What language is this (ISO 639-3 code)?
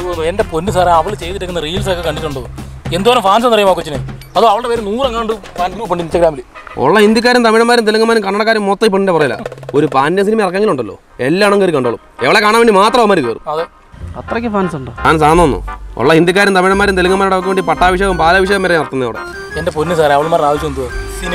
mal